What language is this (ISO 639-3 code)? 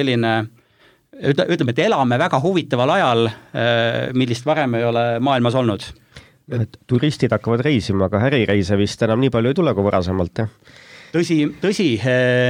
est